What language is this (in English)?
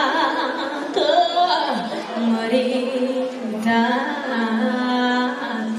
Romanian